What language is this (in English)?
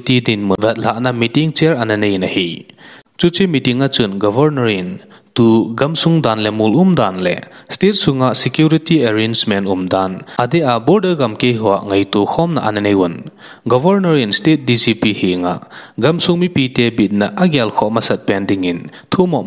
Thado Chin